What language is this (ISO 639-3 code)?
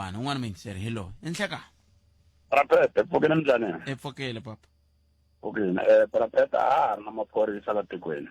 tso